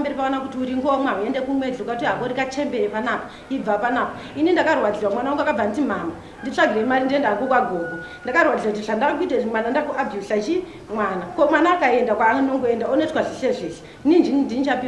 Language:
Shona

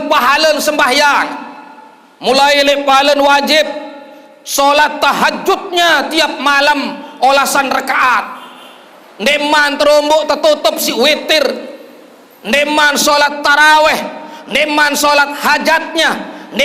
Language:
Sasak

